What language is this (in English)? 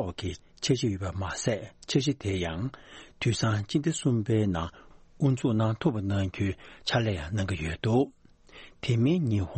Tibetan